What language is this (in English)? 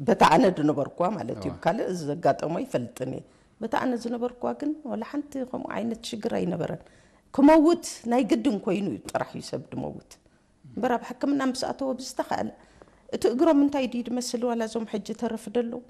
Tigrinya